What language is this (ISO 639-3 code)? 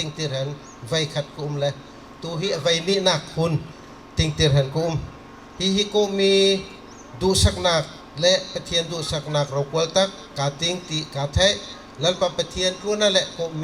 bgr